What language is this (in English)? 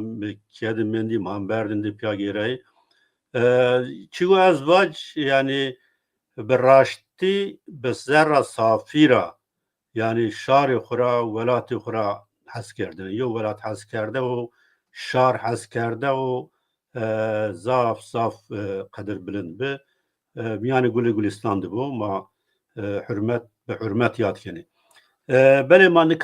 Zaza